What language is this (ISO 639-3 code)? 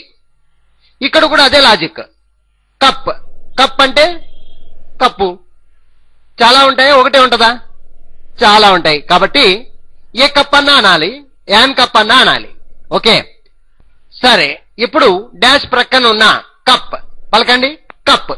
tel